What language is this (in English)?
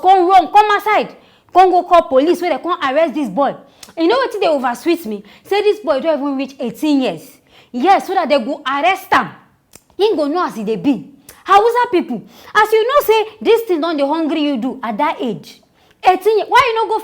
Nigerian Pidgin